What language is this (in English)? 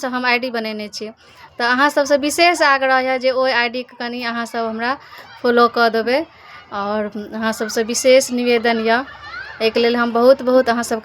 Maithili